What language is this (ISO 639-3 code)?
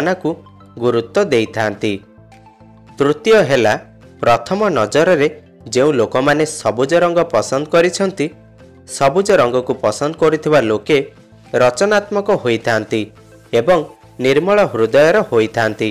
ori